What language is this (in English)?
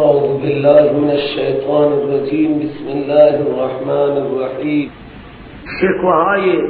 Persian